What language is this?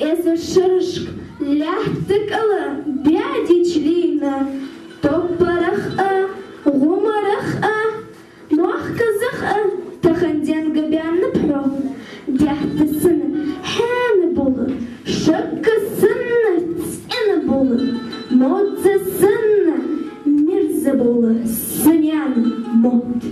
Ingush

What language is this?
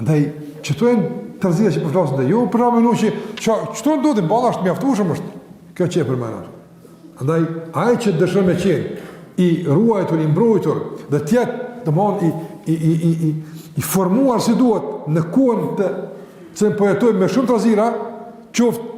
Albanian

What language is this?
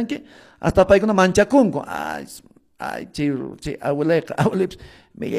Quechua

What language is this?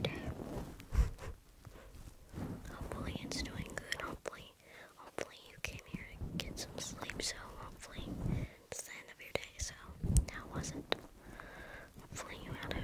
English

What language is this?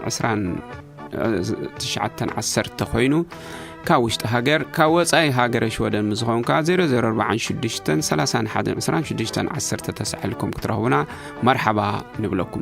Tigrinya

